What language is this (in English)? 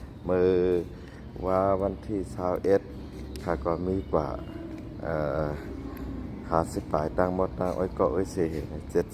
Shan